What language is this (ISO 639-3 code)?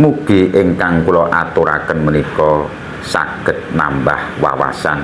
jav